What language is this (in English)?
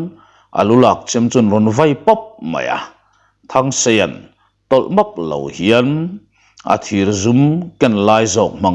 Mizo